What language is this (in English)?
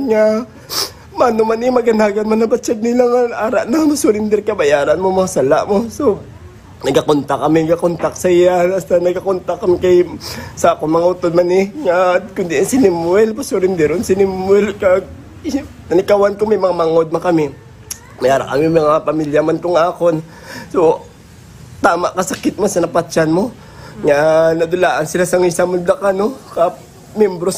Hiligaynon